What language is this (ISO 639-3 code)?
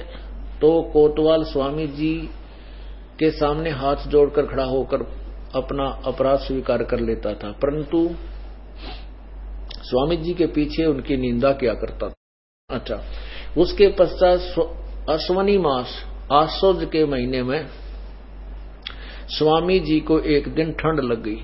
hin